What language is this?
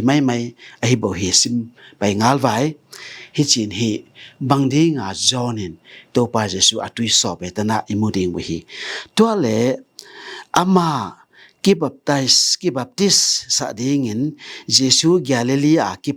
Tedim Chin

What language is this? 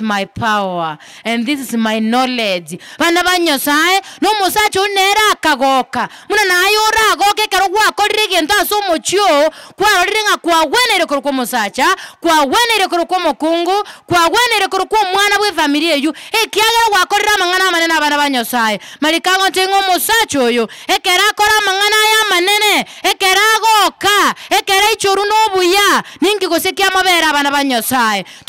Gusii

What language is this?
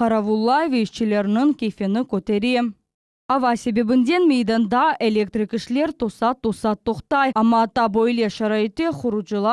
Crimean Tatar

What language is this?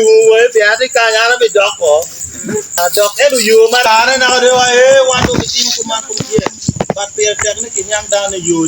Acoli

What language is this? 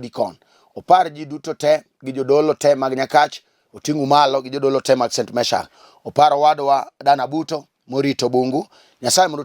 Luo (Kenya and Tanzania)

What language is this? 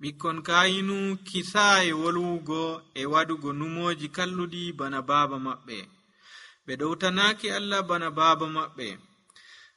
Nigerian Fulfulde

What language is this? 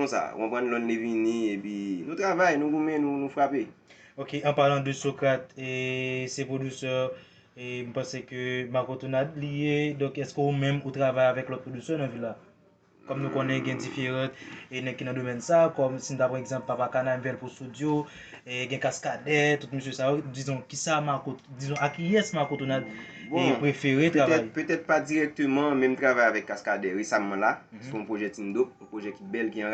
Haitian Creole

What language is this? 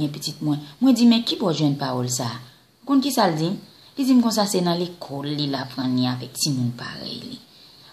Haitian Creole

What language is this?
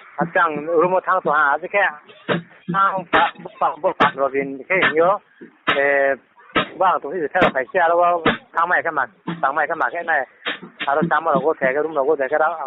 Riang (India)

